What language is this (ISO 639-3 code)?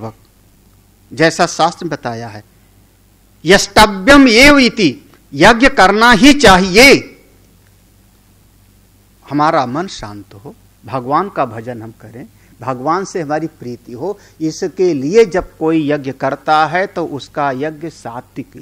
hin